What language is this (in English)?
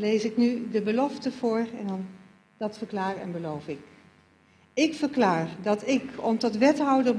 Dutch